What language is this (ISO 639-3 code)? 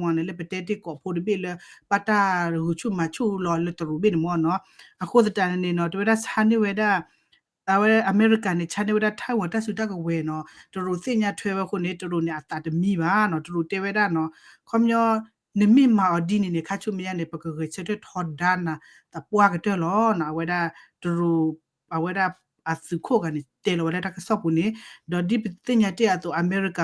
ksw